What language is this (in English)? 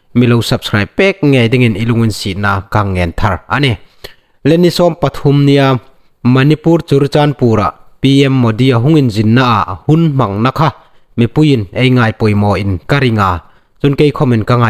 Hmar